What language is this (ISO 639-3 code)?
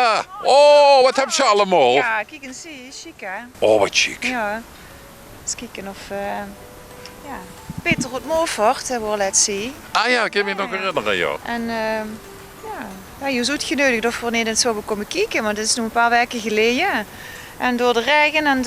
lim